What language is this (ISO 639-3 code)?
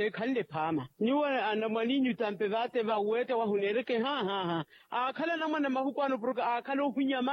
vmw